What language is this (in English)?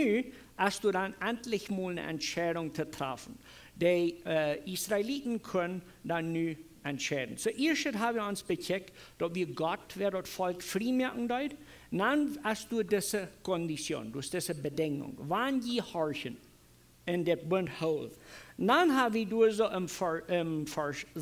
Plautdietsch